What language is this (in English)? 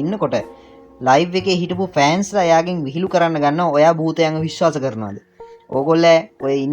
Sinhala